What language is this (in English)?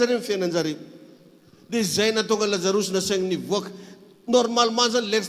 Malagasy